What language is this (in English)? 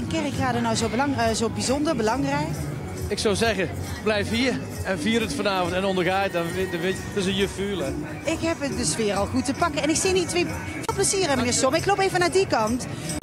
Limburgish